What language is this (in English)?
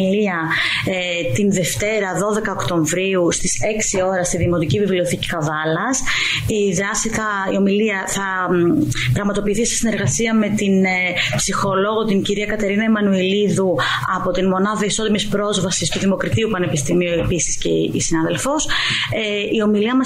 Greek